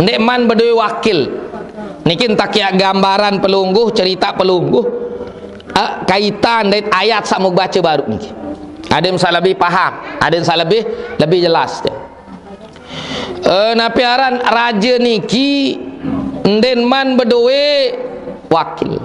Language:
Sasak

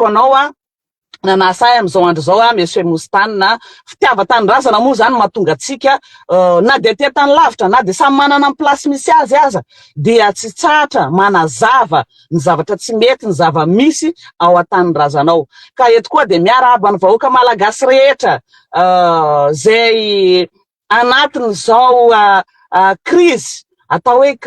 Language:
Malagasy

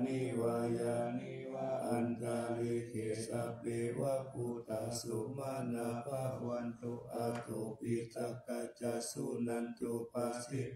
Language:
Pali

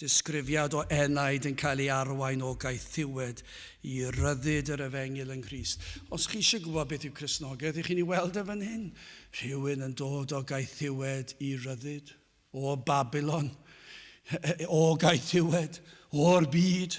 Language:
Welsh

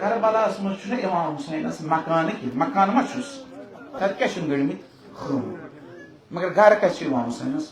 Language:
Kashmiri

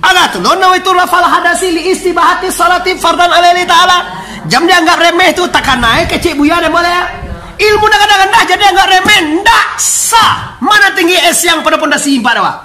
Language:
Minangkabau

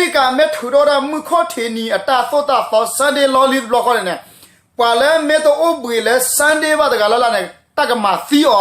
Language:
S'gaw Karen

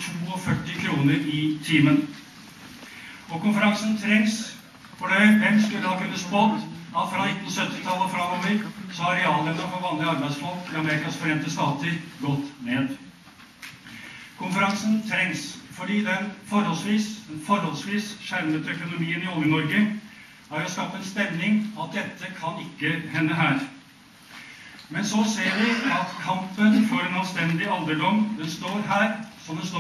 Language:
Norwegian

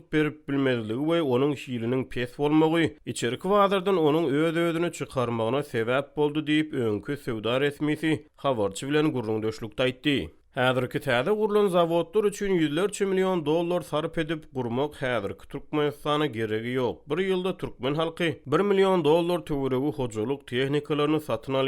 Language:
Turkmen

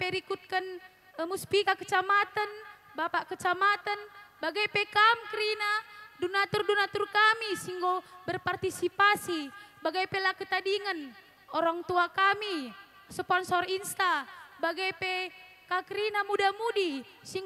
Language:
Batak Karo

